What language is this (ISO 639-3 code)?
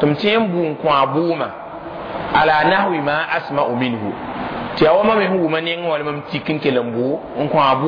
mos